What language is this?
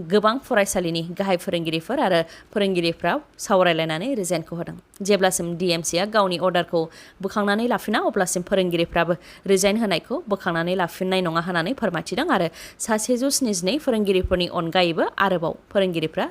Bodo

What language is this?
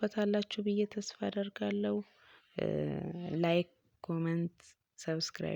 Amharic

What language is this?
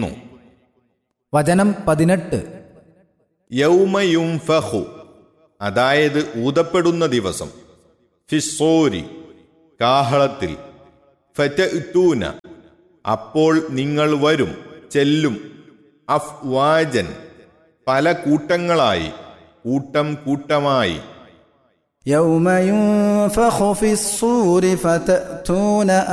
Malayalam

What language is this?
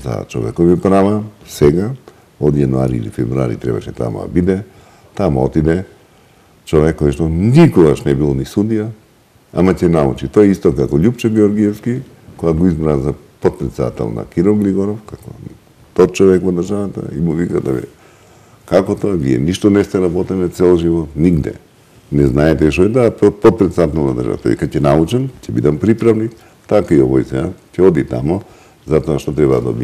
Macedonian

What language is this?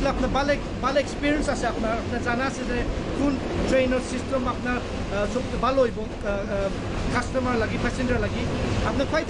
Sylheti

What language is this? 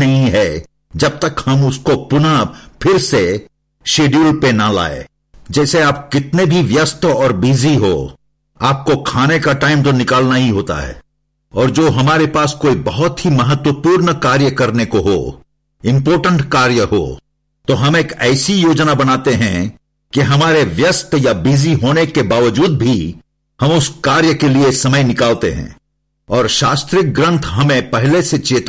Hindi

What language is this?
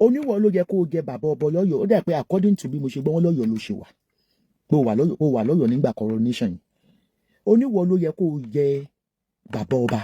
Yoruba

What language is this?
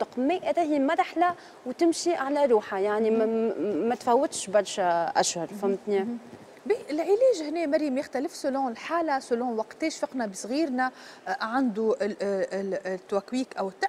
Tunisian Arabic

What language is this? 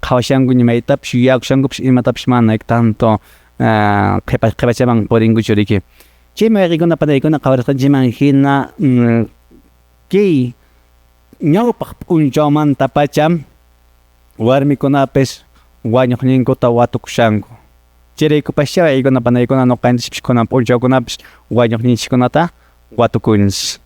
Quechua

